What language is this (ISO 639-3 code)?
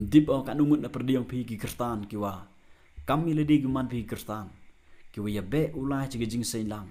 kha